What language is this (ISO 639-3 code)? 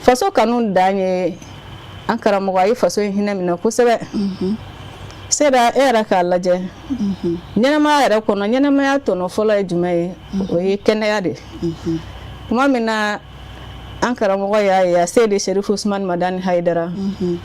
bam